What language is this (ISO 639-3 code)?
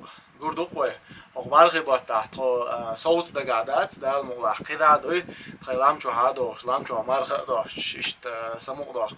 che